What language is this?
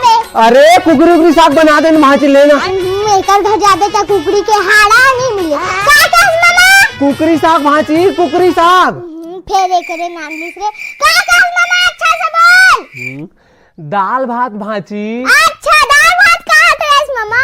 Chhattisgarhi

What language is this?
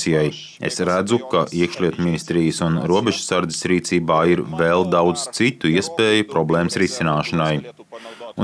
Latvian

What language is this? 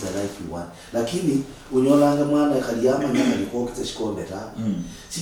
Luyia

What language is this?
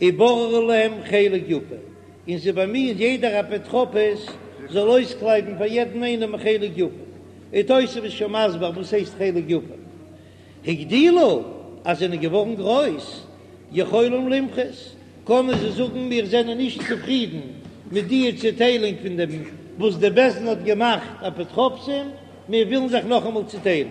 Yiddish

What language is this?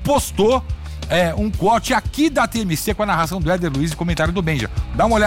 Portuguese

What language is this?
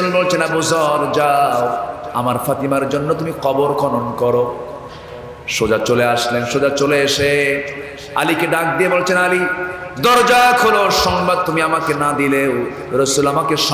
Bangla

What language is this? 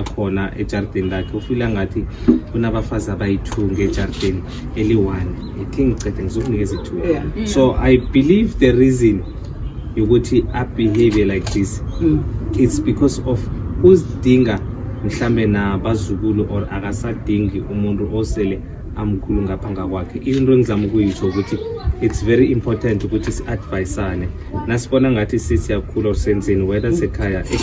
Zulu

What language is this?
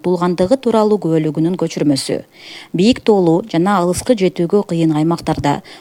Kyrgyz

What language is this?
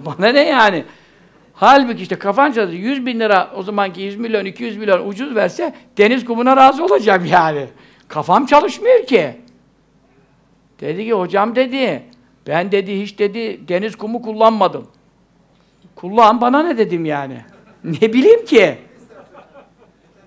Turkish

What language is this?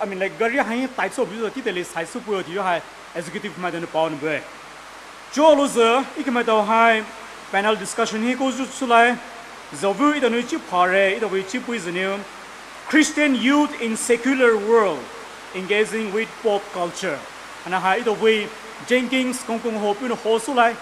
Poumei Naga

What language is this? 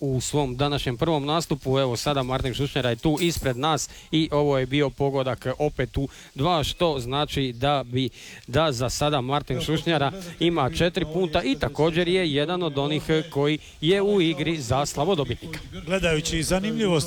Croatian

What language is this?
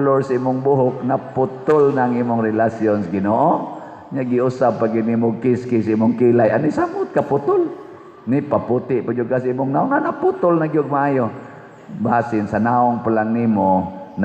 Cebuano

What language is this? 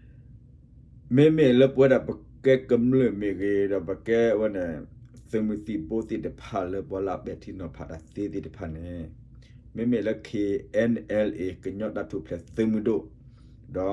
S'gaw Karen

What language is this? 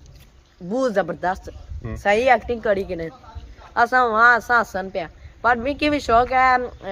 Pahari-Potwari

